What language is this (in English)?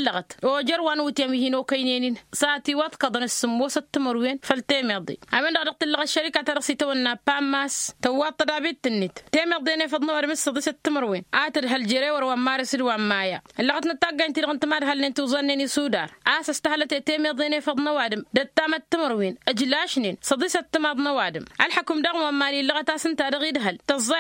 Tamasheq